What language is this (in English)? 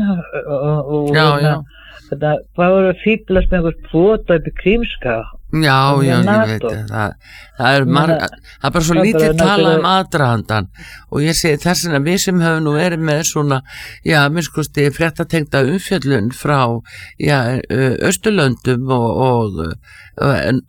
Icelandic